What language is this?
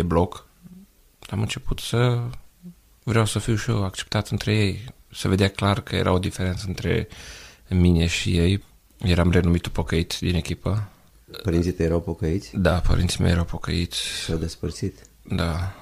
Romanian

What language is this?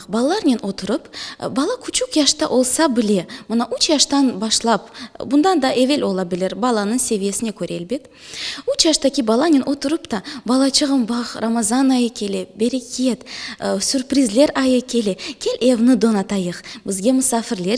Crimean Tatar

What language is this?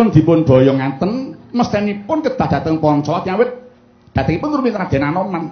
Javanese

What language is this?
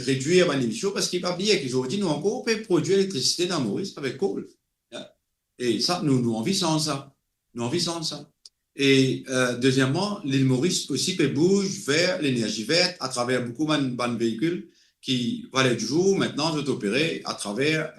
Morisyen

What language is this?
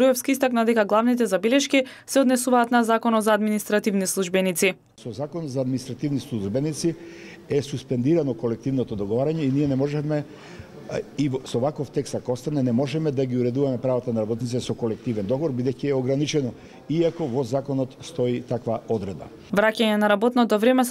Macedonian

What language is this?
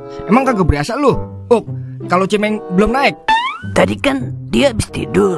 Betawi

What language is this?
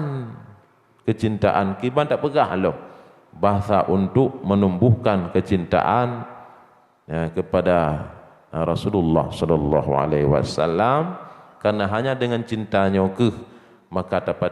Achinese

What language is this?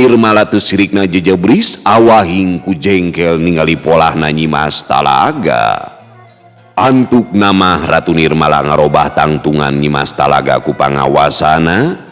Sundanese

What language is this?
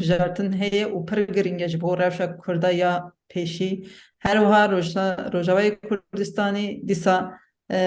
Kurdish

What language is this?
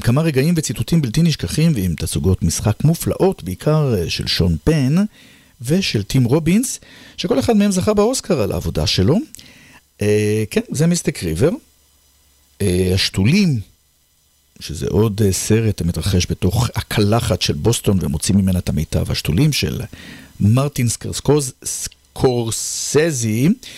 Hebrew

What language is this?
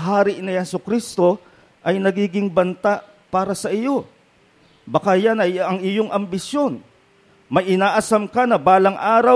Filipino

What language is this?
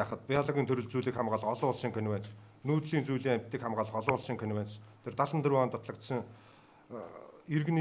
Mongolian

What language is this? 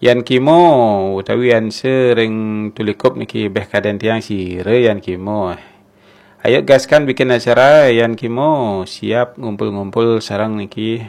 Balinese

